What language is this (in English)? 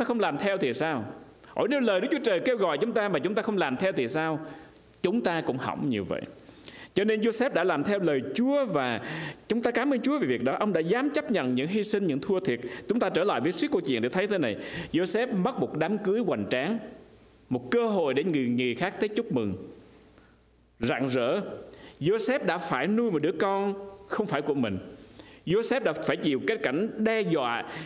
Vietnamese